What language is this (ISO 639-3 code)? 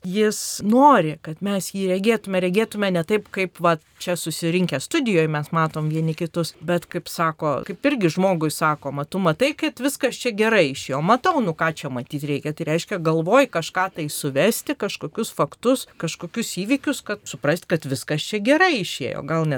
lit